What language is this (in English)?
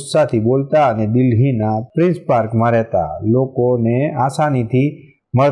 Gujarati